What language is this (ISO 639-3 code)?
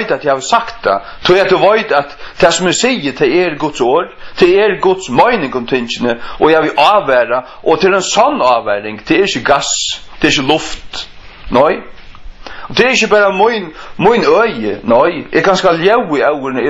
fao